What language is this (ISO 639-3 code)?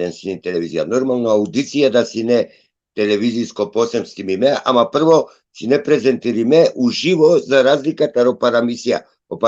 rmn